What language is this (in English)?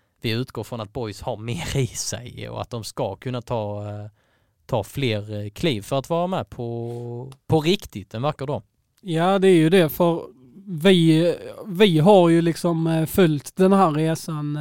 Swedish